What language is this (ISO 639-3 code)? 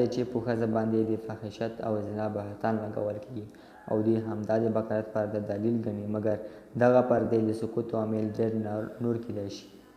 pus